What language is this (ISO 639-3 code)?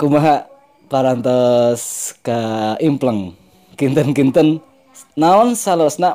sun